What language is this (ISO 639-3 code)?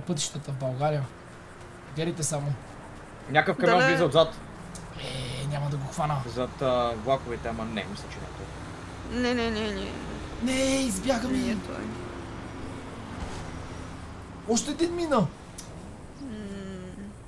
bul